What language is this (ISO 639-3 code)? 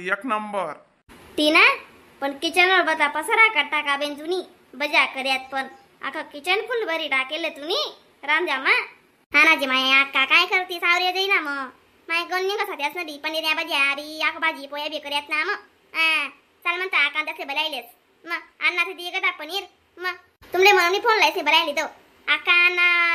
khn